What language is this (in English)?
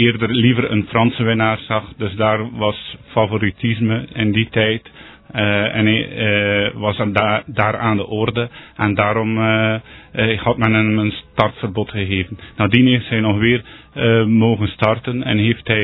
Dutch